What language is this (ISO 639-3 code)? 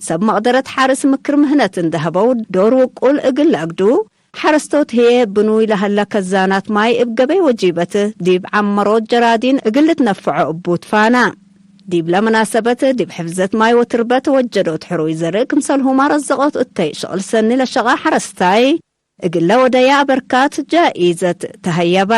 tig